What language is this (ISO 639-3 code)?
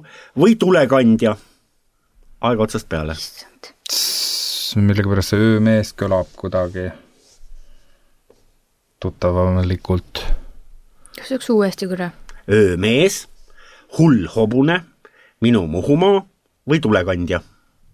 est